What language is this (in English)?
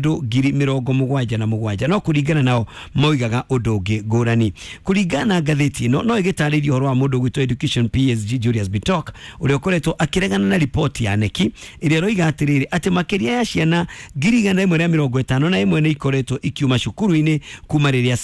Kikuyu